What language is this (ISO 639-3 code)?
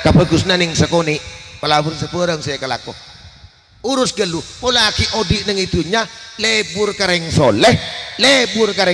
mad